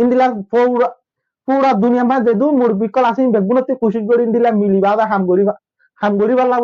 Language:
Rohingya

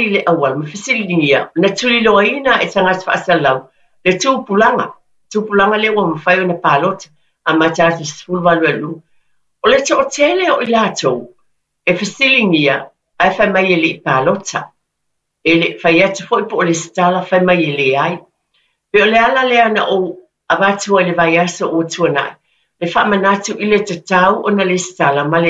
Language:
Samoan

